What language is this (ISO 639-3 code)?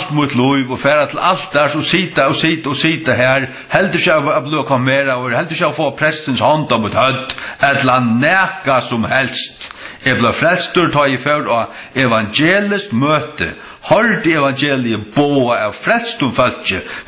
fao